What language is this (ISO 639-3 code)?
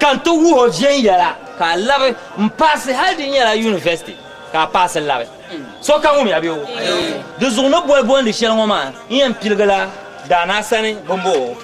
dag